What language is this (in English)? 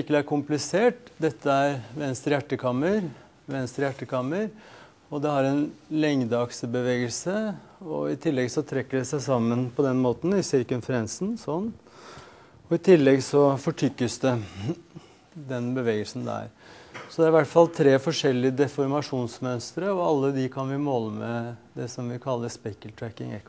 Norwegian